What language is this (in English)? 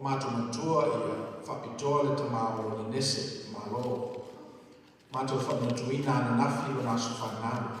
Samoan